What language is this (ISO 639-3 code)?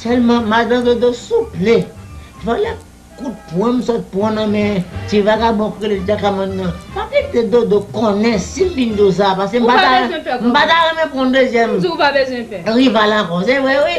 hat